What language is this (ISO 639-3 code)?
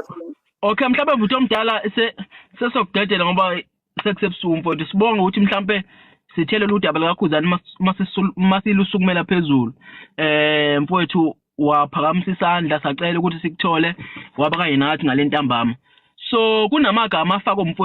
zul